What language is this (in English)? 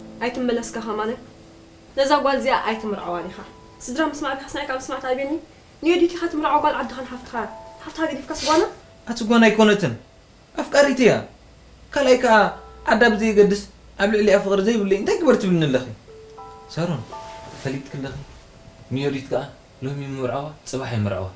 Tigrinya